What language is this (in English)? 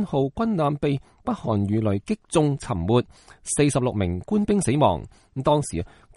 Cantonese